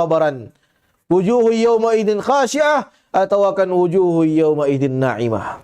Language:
Tausug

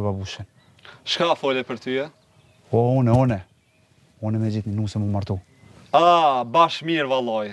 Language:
Albanian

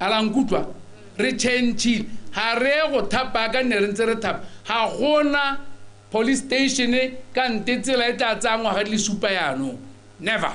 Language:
Tswana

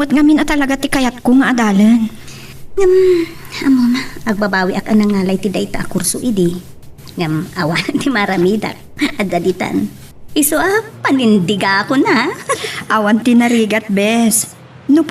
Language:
Iloko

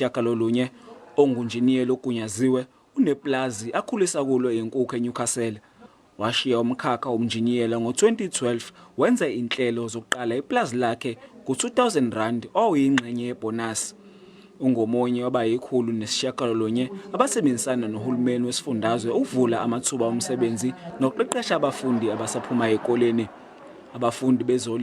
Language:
Zulu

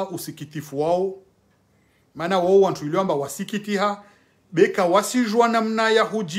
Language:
Swahili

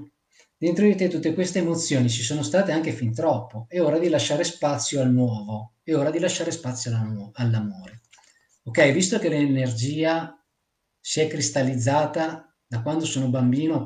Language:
Italian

